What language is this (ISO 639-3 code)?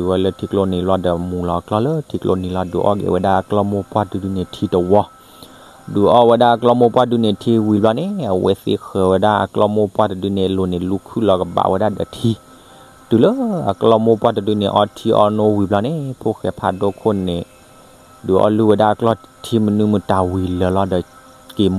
ksw